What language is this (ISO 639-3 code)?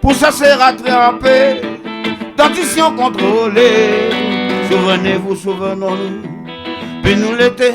rcf